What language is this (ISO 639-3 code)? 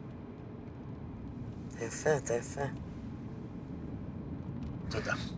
heb